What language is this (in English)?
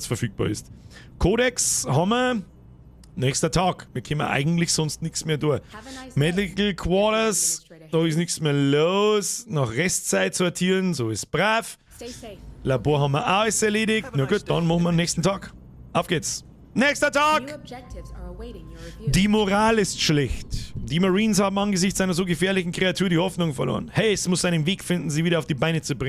Bavarian